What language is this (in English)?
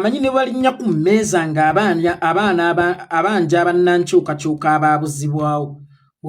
Ganda